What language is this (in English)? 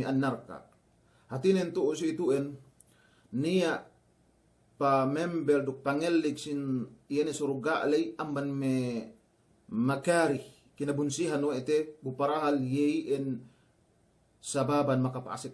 Yakan